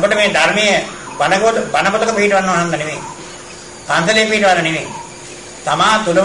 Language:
Sinhala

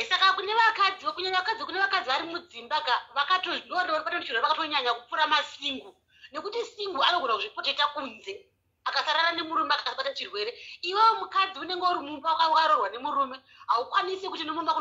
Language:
Shona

